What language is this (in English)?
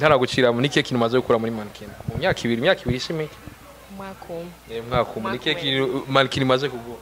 Rundi